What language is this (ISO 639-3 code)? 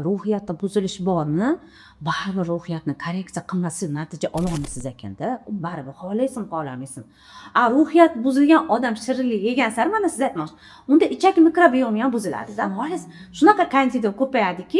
uzb